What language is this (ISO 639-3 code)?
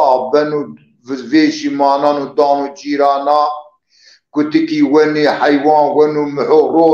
zza